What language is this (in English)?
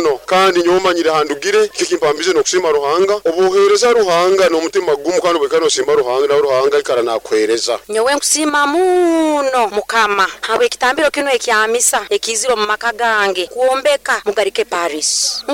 Nyoro